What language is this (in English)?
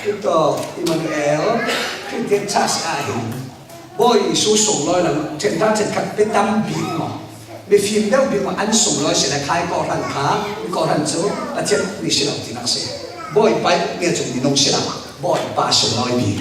Falam Chin